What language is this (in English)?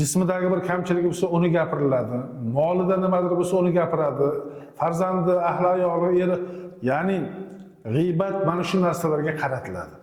Uzbek